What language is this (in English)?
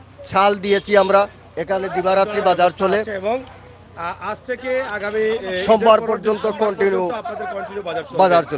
Sylheti